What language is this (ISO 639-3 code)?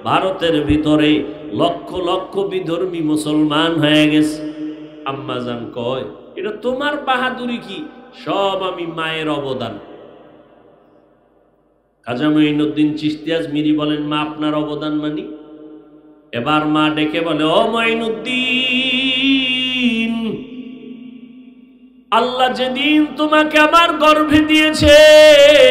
ben